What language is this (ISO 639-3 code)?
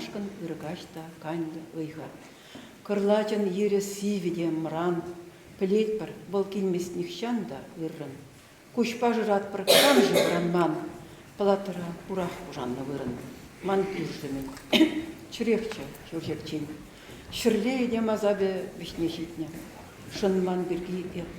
chv